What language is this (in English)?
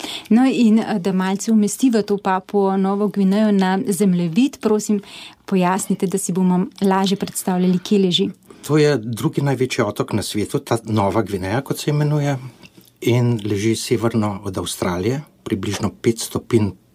Slovenian